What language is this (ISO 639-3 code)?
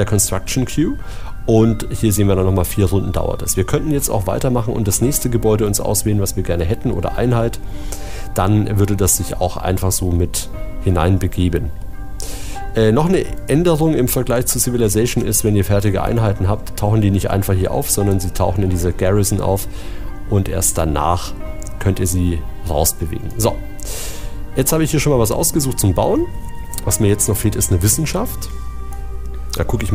deu